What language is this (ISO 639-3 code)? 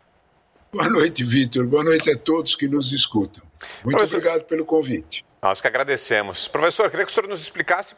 por